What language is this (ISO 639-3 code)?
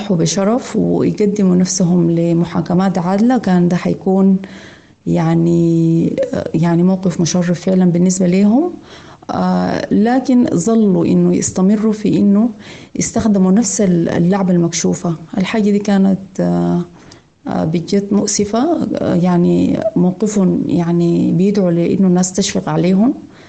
apd